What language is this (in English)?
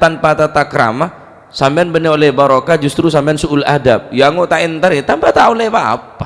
Madurese